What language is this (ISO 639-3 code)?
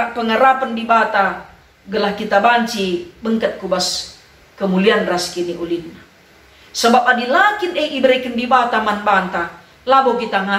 btx